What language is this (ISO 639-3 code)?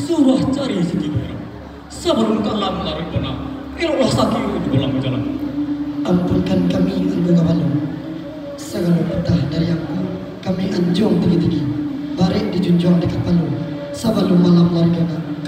min